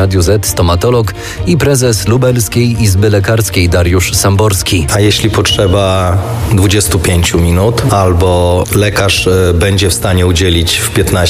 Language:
Polish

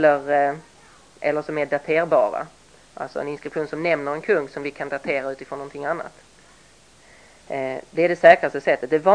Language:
Swedish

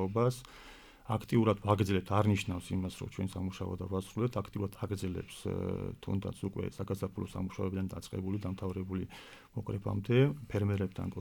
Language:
Georgian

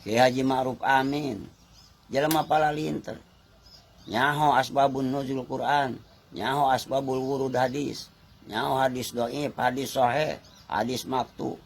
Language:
Sundanese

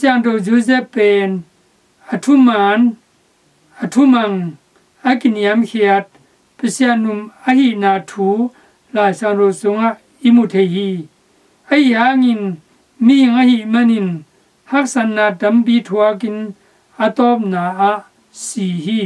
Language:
Tedim Chin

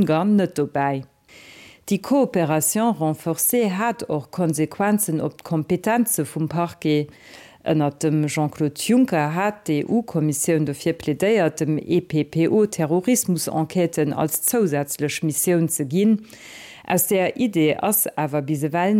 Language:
Luxembourgish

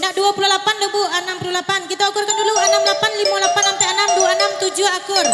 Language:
Minangkabau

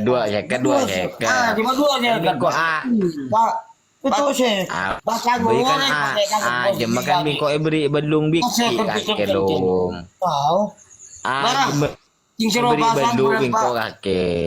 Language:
Madurese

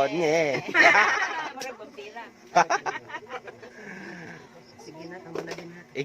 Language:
Cebuano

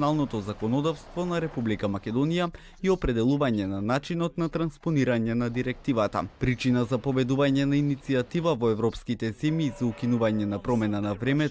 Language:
Macedonian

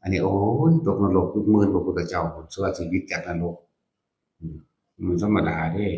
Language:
Northeastern Thai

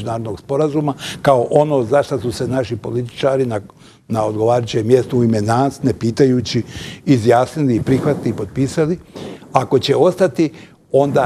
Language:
Bosnian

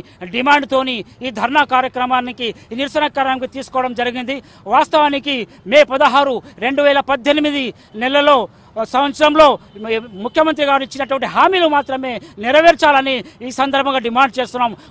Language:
Telugu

